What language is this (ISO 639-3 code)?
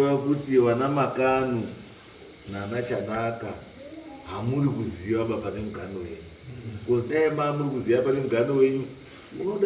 sna